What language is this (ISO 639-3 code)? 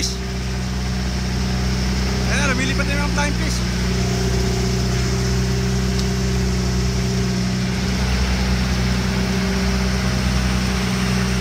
fil